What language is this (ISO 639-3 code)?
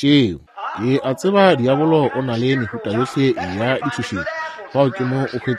nso